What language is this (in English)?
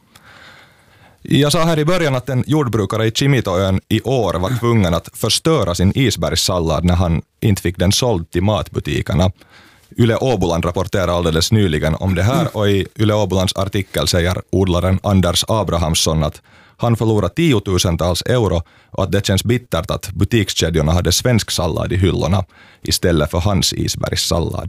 Swedish